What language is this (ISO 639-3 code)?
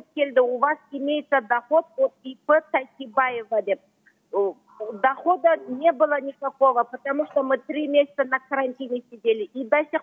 kaz